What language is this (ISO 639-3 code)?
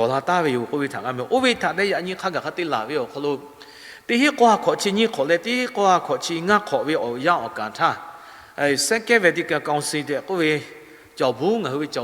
lhu